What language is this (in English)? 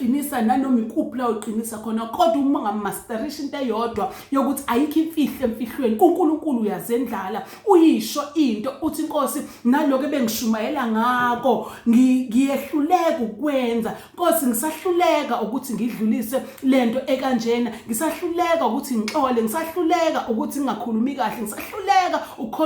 Zulu